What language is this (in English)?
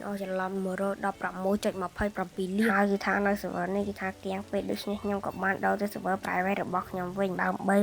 Khmer